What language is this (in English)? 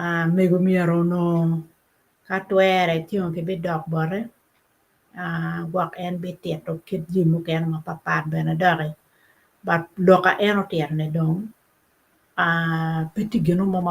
Acoli